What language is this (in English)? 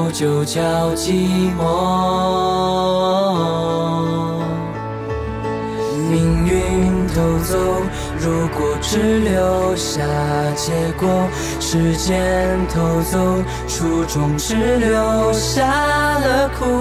Chinese